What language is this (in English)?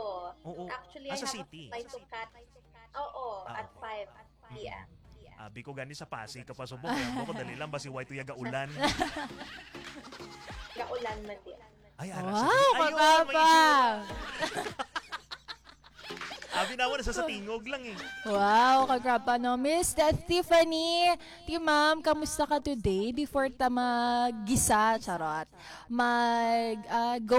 Hiligaynon